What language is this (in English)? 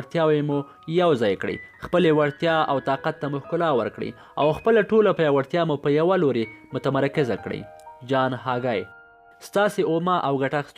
Pashto